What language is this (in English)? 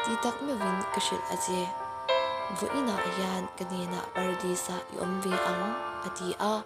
Mizo